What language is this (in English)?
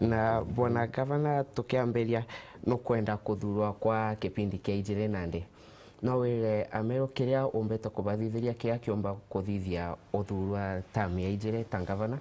Meru